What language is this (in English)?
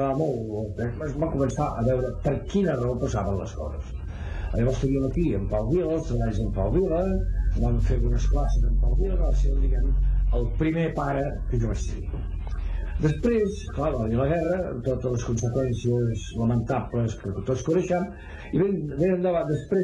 Catalan